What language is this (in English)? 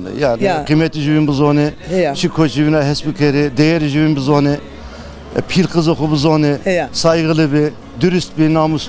Zaza